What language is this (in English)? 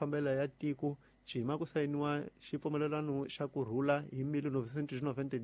Tsonga